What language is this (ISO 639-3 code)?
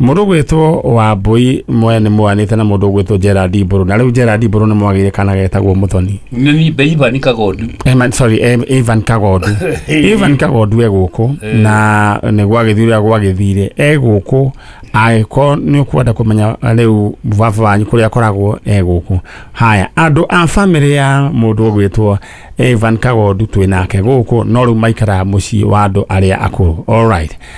kik